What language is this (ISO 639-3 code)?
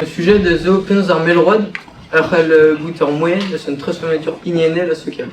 bre